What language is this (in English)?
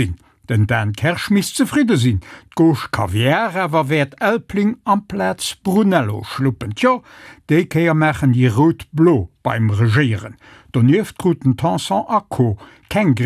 Luxembourgish